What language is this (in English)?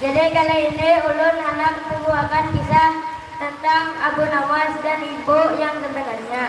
Banjar